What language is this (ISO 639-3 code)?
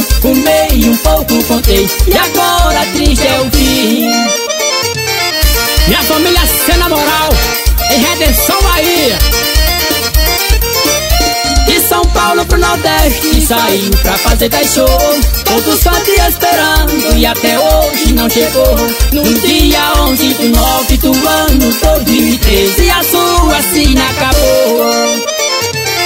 por